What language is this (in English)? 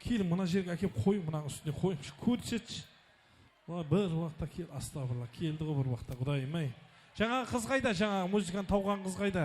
Kara-Kalpak